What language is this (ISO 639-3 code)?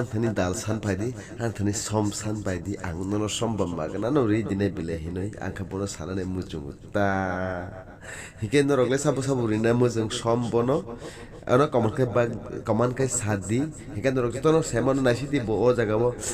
trp